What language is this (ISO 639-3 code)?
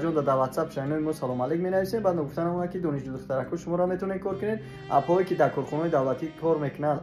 tgk